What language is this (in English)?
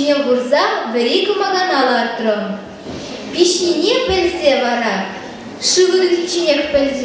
Chuvash